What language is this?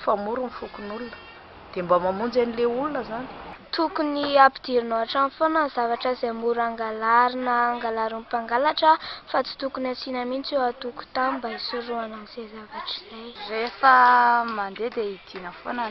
Malagasy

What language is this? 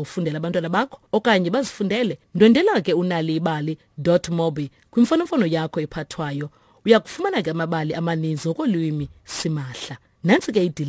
Xhosa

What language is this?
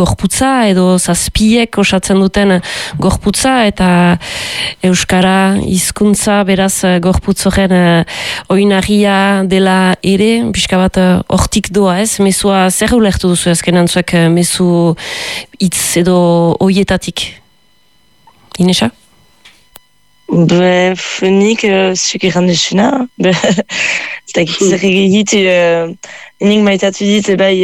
Basque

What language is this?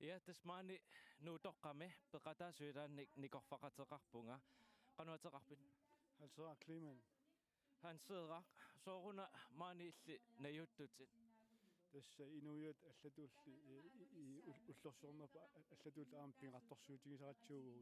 Kalaallisut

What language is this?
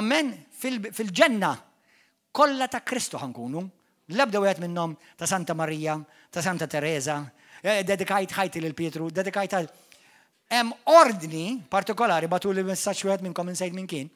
Maltese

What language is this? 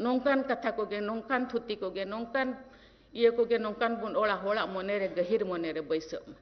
Santali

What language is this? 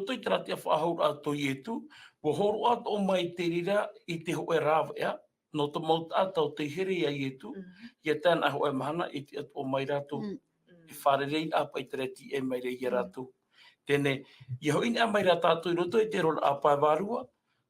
Tahitian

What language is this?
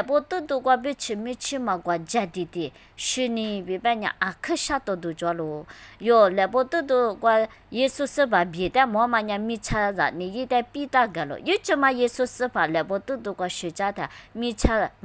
Lisu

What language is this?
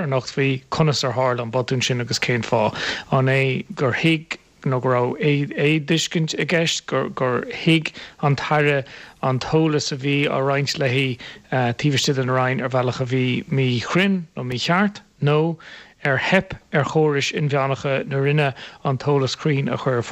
Irish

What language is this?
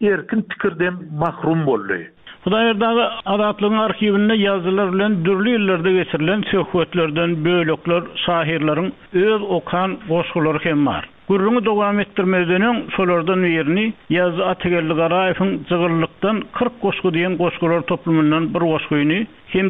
Turkmen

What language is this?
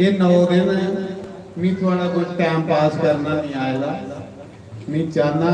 Dogri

